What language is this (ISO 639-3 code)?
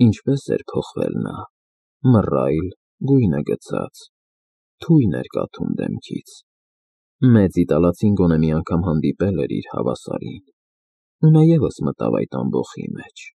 hye